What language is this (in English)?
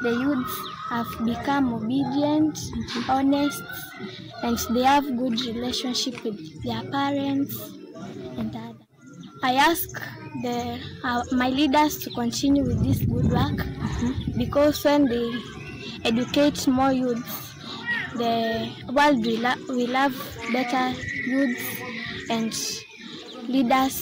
Kamba